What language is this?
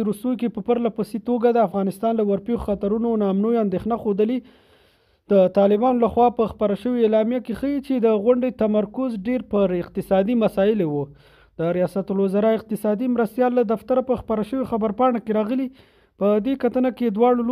Pashto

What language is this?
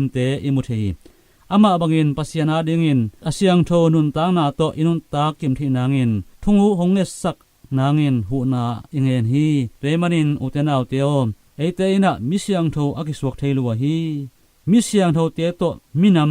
Tedim Chin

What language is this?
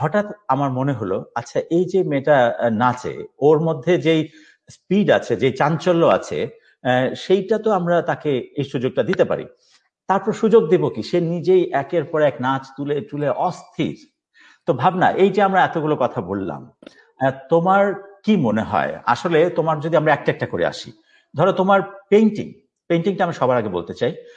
Bangla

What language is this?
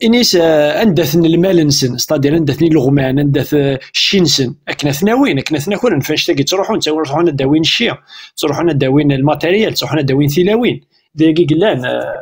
Kabyle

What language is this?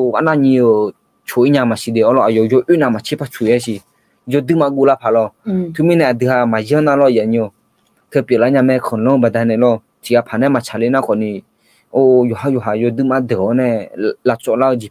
Akha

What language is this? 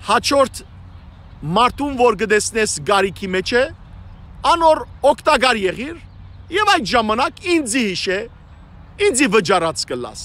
Western Armenian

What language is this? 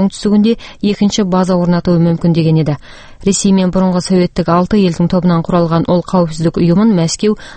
Kazakh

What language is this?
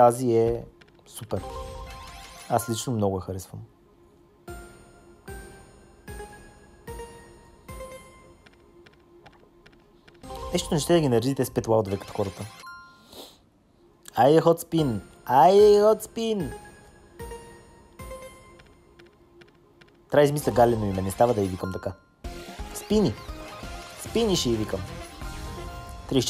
Bulgarian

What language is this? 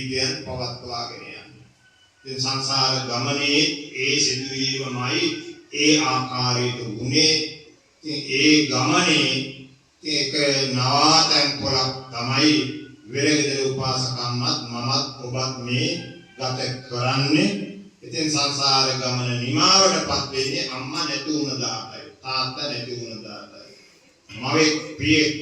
Sinhala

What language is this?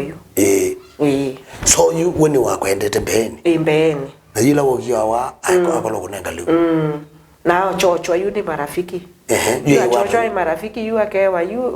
Kamba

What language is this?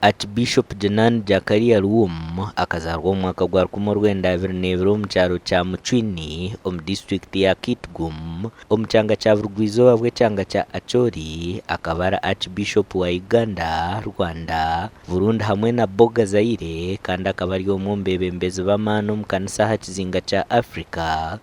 Nyankole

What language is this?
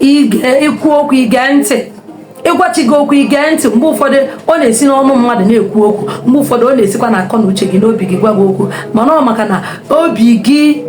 Igbo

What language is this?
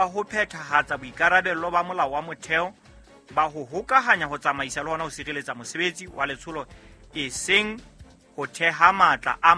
Southern Sotho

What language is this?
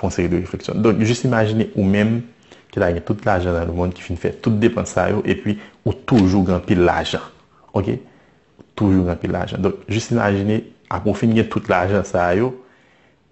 Haitian Creole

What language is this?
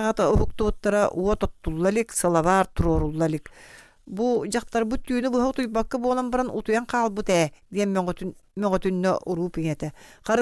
Yakut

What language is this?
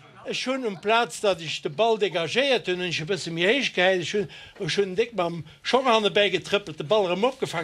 Luxembourgish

